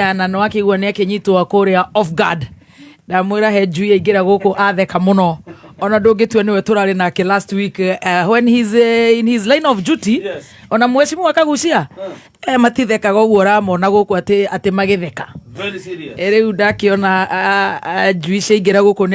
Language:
Kikuyu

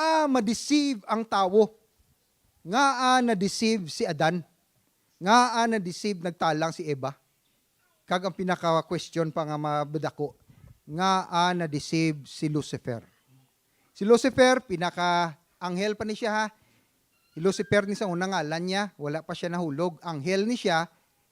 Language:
Hiligaynon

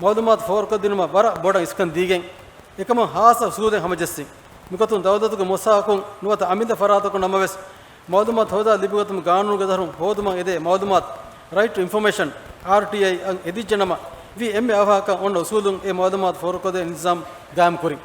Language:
Divehi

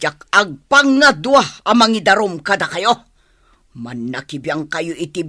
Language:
Iloko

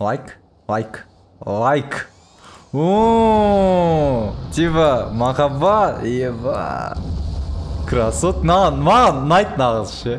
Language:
Kazakh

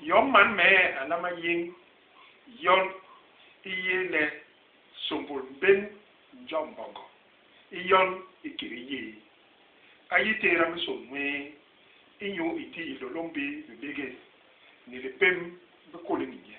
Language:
Basaa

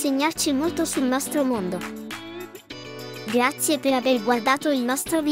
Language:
Italian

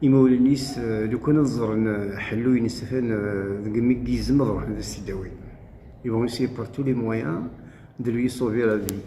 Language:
Kabyle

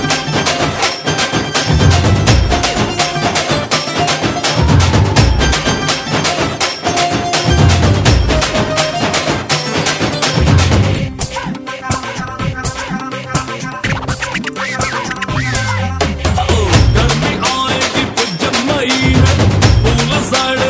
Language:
Hindi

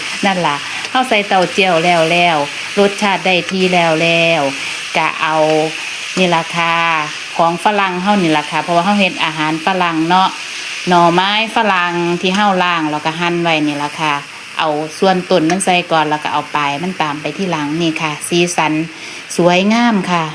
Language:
Northeastern Thai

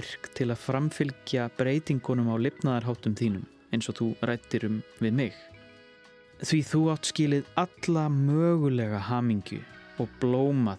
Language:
Icelandic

